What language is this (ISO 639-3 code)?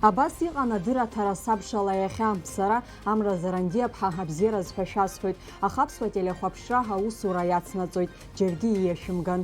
abk